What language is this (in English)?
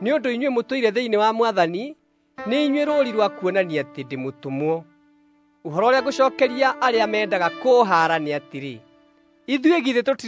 Kikuyu